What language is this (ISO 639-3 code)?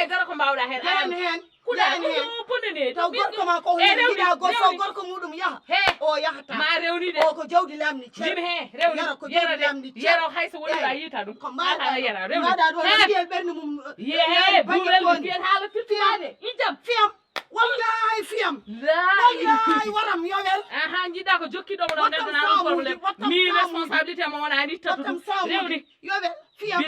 ful